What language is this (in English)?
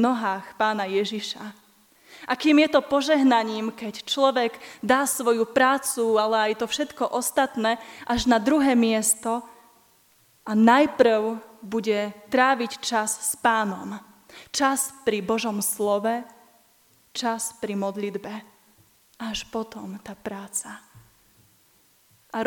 Slovak